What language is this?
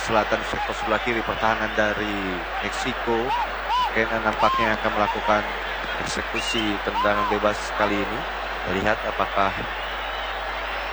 Indonesian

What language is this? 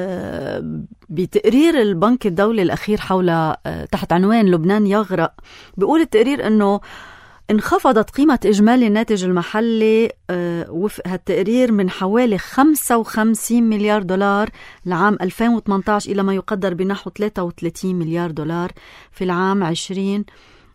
North Levantine Arabic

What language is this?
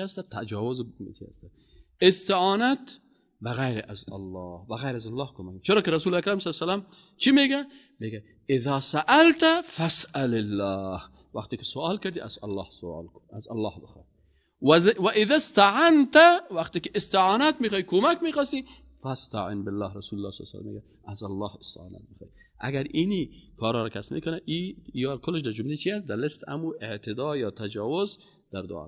Persian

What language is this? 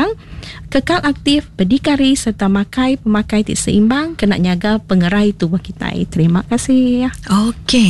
Iban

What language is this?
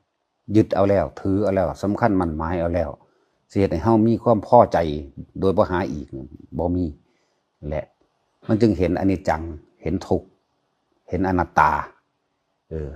Northeastern Thai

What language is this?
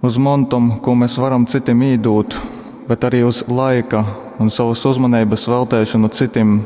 Latgalian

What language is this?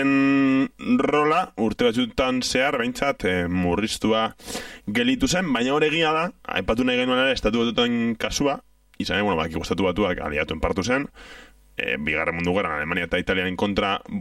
Basque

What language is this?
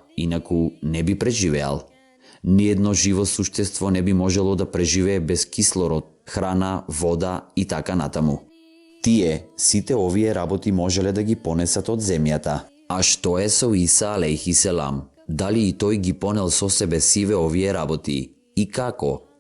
Macedonian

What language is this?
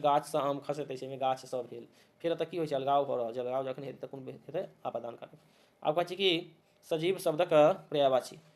Maithili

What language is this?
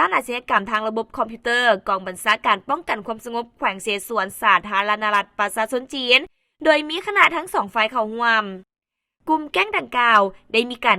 Lao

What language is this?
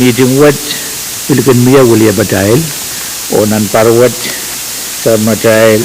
Pohnpeian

